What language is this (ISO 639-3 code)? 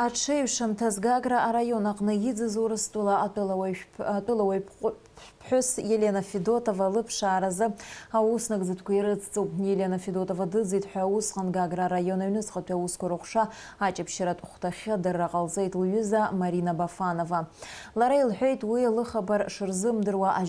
abk